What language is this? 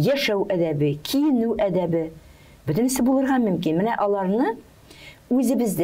Tatar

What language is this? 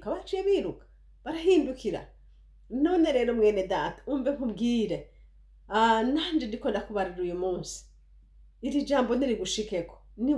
Rundi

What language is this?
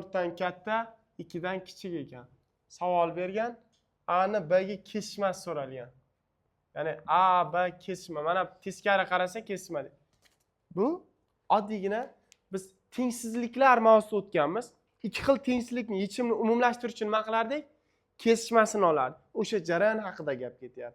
Uzbek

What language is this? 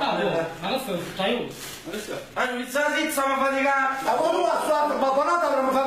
Neapolitan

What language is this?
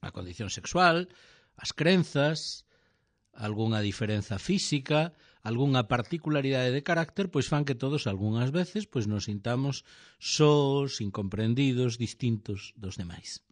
Galician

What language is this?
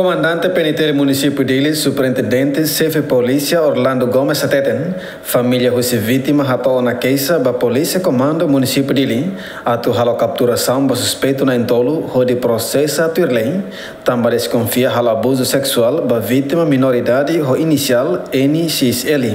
Tetum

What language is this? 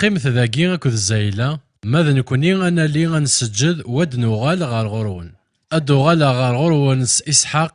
Kabyle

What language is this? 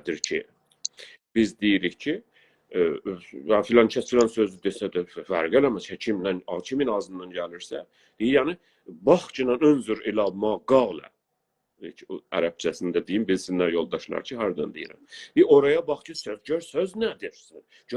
South Azerbaijani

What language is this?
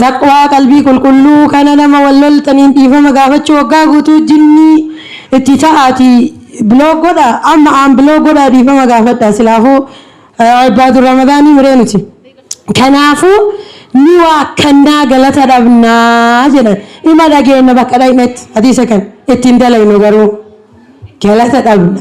Oromo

